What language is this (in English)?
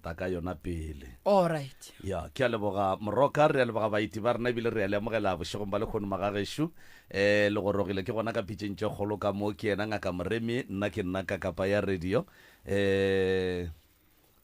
Northern Sotho